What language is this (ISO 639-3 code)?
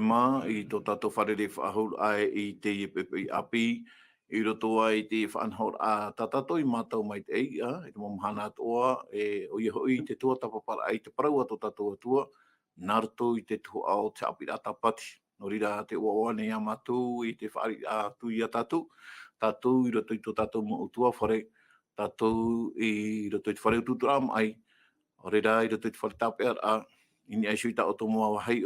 tah